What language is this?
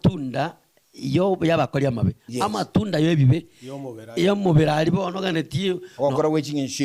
Gusii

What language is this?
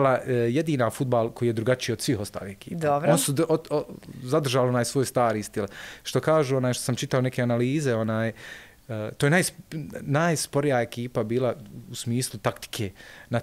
Bosnian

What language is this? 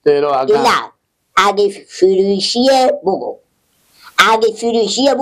Persian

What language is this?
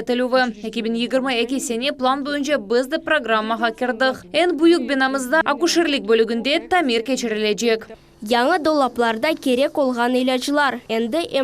Crimean Tatar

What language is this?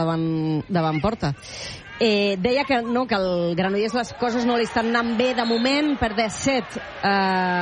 Catalan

